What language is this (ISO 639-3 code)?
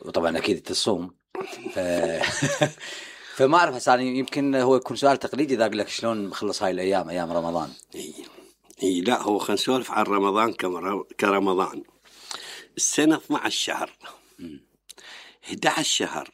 acm